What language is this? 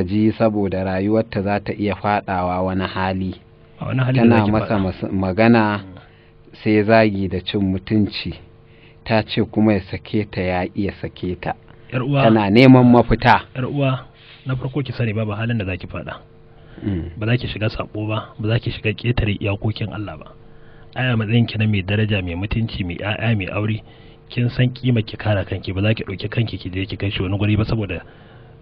Hausa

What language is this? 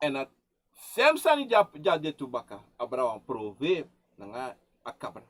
Sranan Tongo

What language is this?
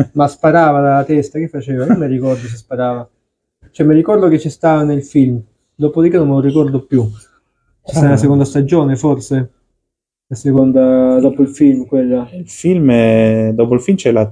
Italian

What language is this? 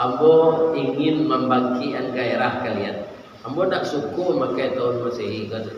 Minangkabau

